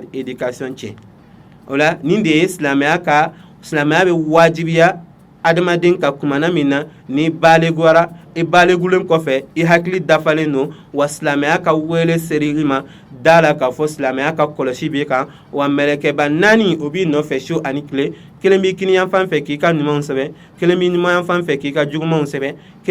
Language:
Bambara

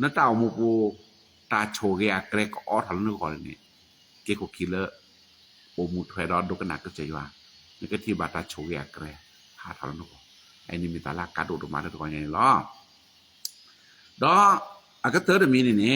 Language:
S'gaw Karen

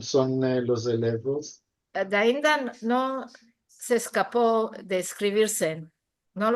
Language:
Ladino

